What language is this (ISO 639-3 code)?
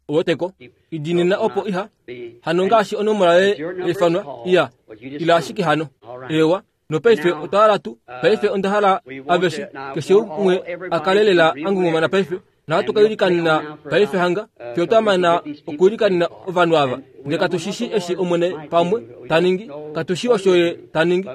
kua